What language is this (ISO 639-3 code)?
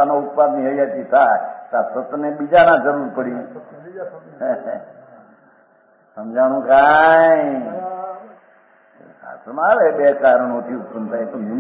guj